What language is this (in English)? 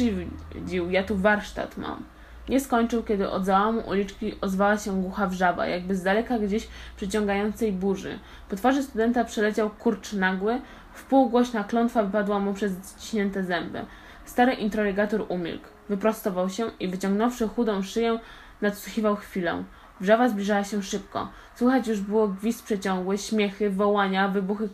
Polish